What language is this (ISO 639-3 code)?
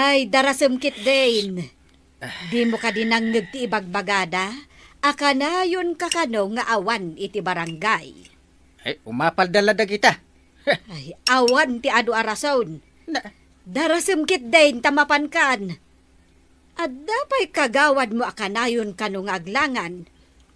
ilo